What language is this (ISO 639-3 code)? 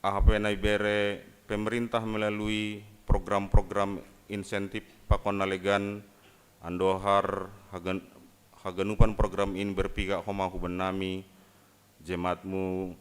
bts